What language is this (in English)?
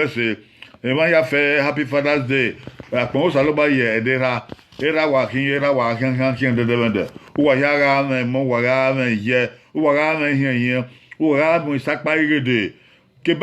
Bini